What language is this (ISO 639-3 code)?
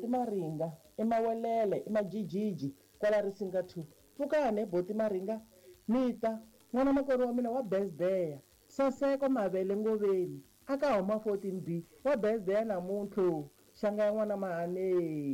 tso